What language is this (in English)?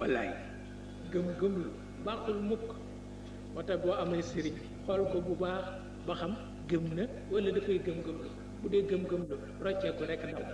Wolof